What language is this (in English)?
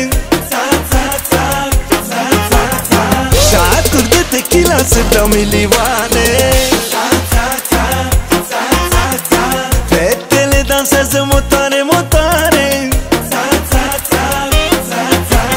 Romanian